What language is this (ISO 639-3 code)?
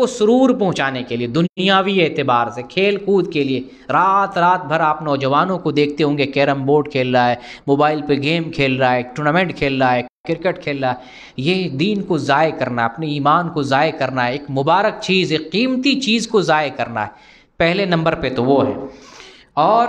urd